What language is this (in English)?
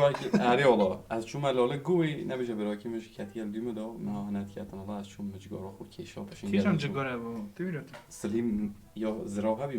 Kurdish